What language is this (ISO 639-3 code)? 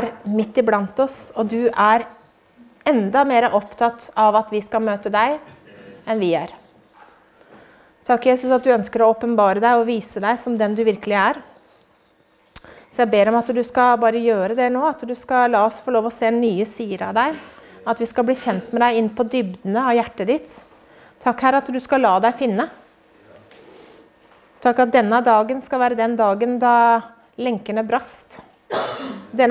nor